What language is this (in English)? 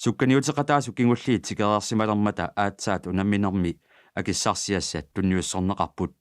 Kalaallisut